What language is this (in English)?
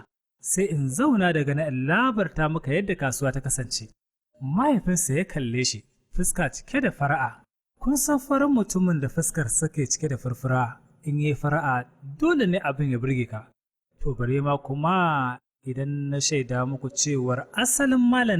Hausa